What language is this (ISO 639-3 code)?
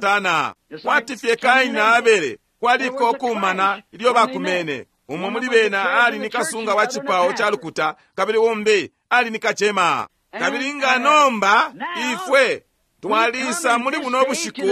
bem